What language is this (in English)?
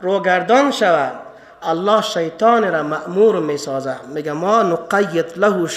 Persian